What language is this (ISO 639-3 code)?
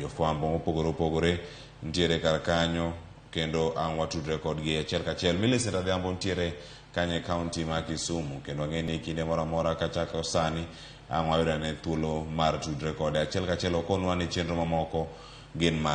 luo